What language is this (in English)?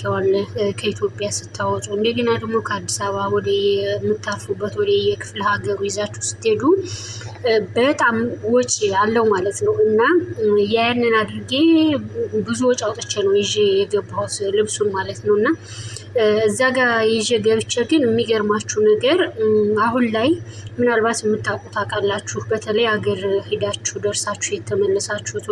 Amharic